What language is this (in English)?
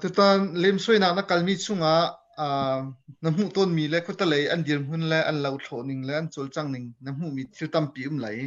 Hakha Chin